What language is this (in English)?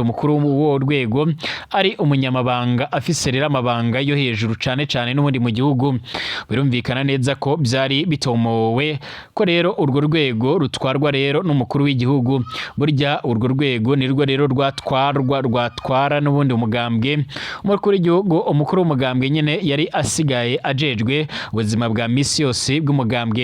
Rundi